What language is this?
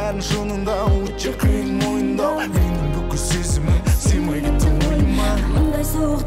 Kazakh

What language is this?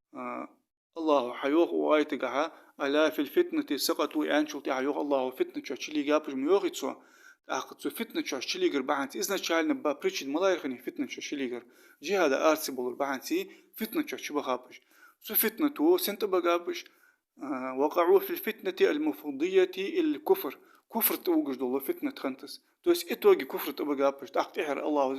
Ingush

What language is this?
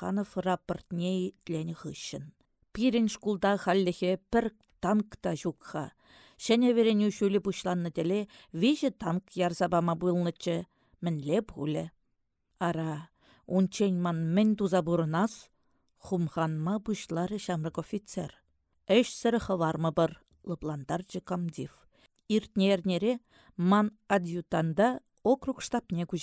Chuvash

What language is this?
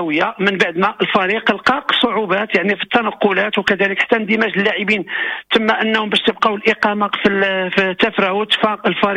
Moroccan Arabic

